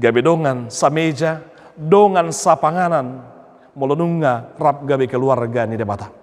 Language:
Batak Toba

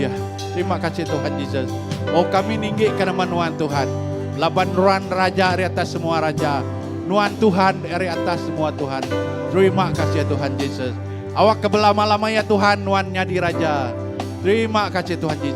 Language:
Iban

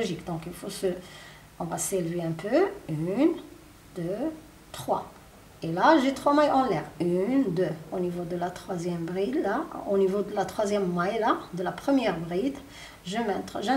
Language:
French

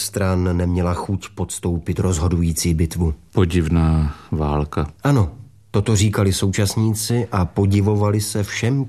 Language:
Czech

